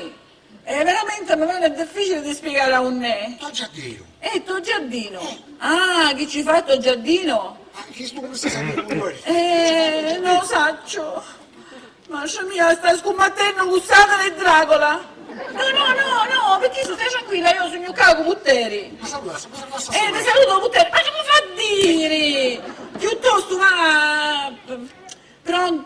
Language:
Sicilian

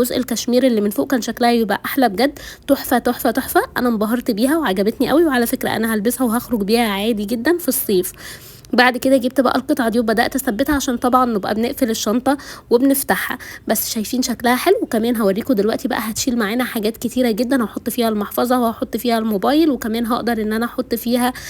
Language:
Egyptian Arabic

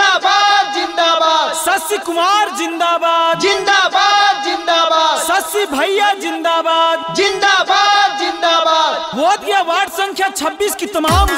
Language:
Bhojpuri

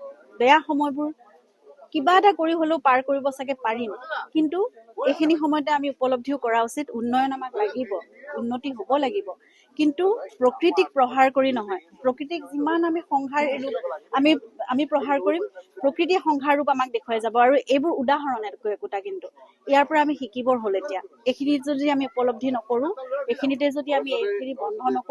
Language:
Assamese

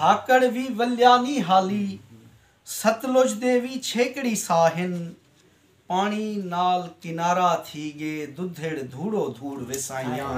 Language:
Saraiki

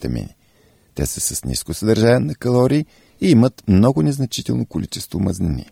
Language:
Bulgarian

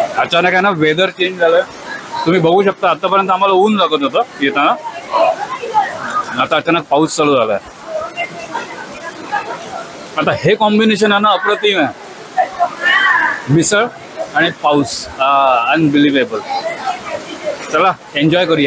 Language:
Marathi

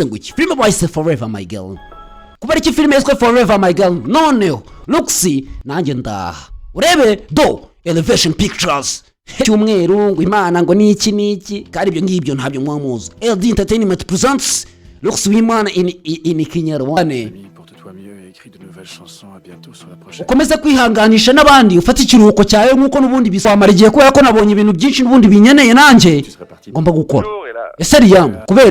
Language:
Kinyarwanda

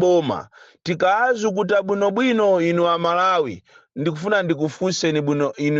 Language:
Nyanja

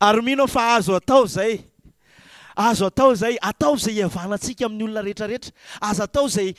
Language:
Malagasy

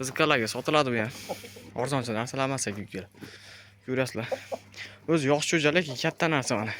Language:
Uzbek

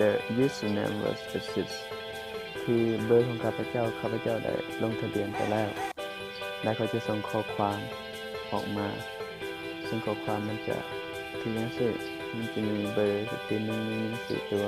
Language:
Lao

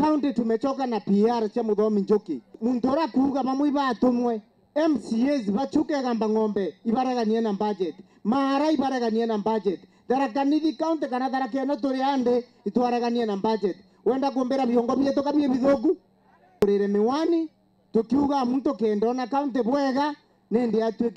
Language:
Meru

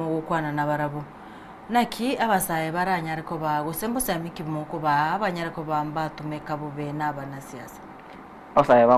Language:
Gusii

